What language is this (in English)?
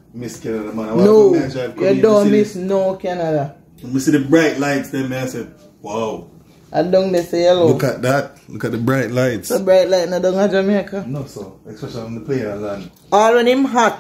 Jamaican Creole English